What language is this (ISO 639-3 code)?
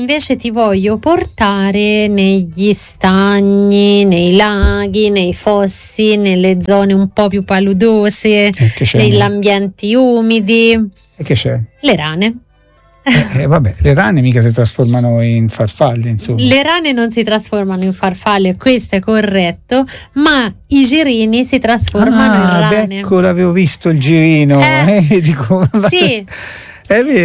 ita